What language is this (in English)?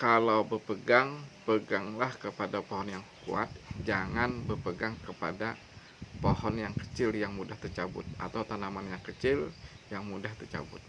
Banjar